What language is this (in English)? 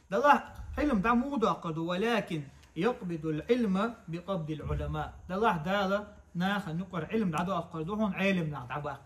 Chechen